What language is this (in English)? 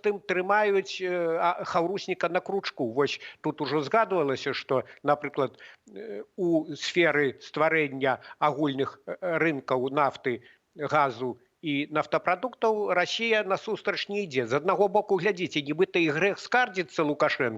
Belarusian